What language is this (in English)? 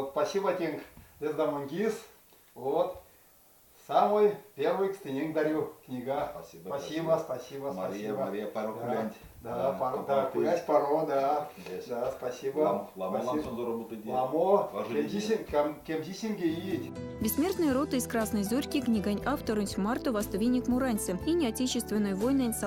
Erzya